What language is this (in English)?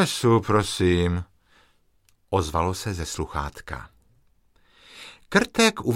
Czech